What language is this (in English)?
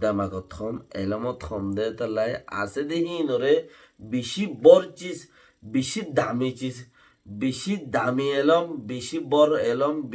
Rohingya